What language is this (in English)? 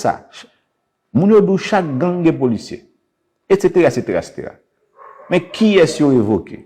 Haitian Creole